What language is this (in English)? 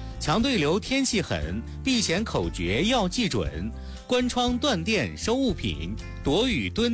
Chinese